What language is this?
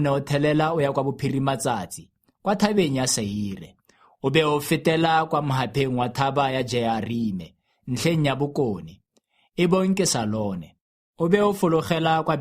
Tswana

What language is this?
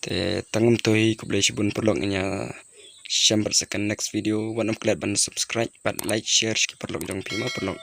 Khasi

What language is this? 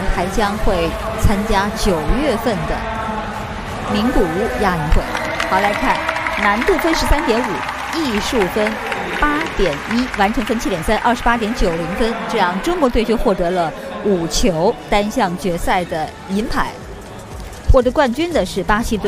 Chinese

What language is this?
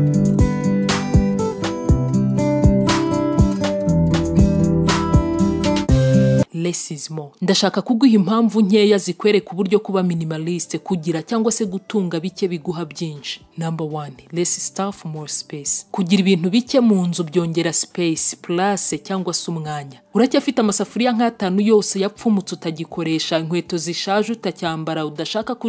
Kinyarwanda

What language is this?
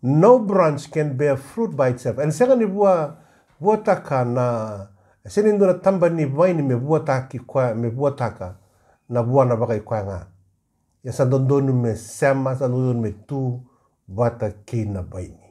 Fijian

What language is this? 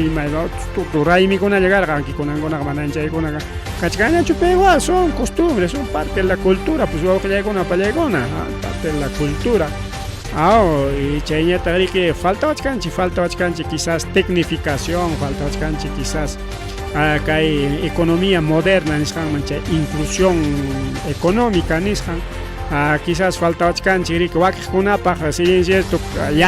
Ayacucho Quechua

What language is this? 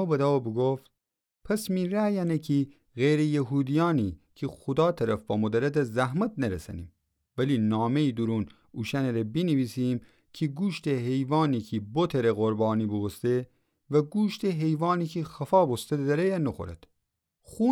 Gilaki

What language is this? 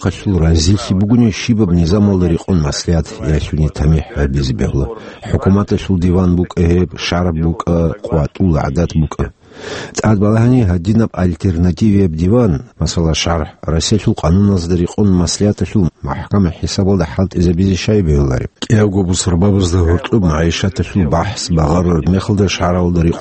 Avaric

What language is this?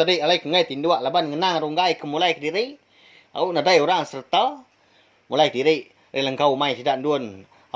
Iban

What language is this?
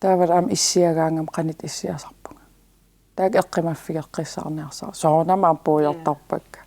Kalaallisut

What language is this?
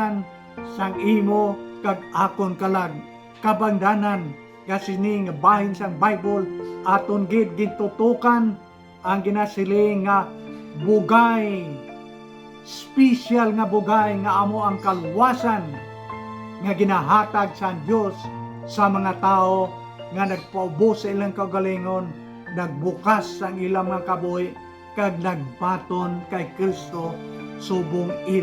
Hiligaynon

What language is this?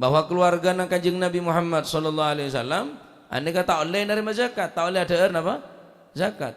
Madurese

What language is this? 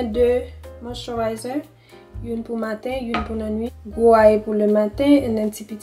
Haitian Creole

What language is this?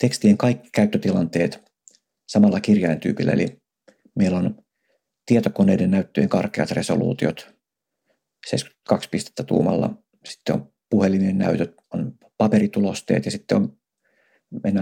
Finnish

